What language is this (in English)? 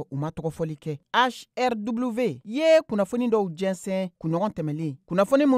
Bambara